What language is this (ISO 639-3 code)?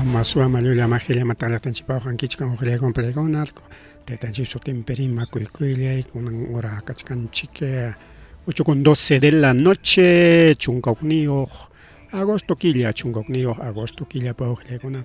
quy